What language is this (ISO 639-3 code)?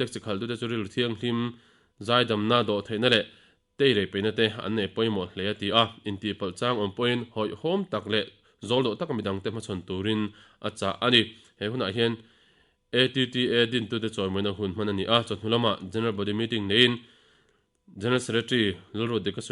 lus